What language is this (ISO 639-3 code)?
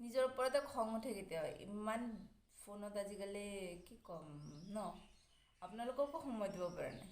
asm